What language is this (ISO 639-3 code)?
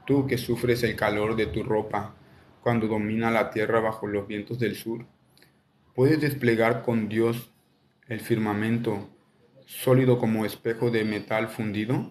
spa